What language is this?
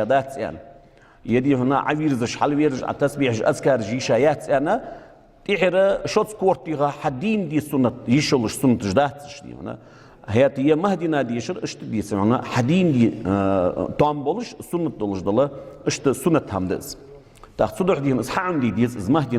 Ingush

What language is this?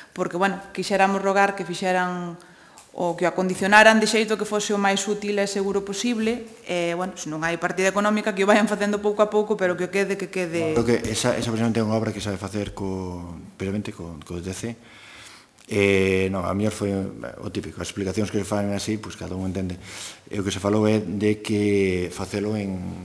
Galician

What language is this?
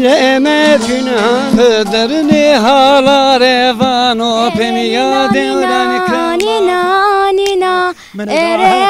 Zaza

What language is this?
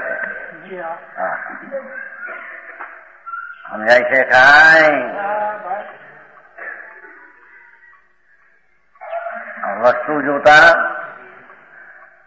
Gujarati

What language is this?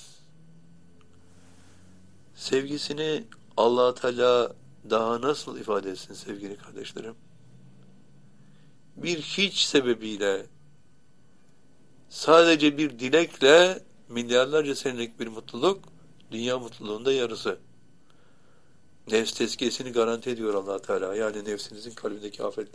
Turkish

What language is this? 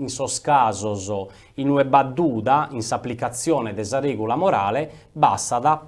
Sardinian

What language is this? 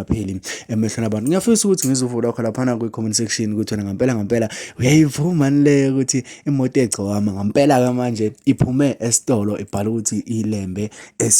Zulu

